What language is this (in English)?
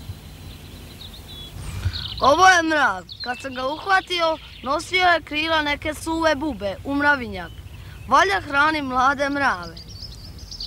Serbian